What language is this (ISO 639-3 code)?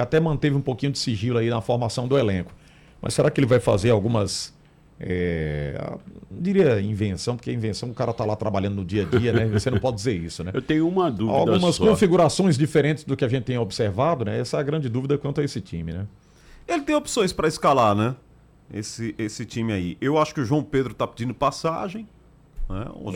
por